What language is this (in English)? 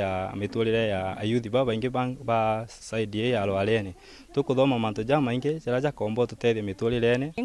Meru